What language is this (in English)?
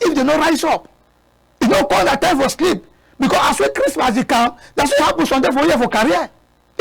Cameroon Pidgin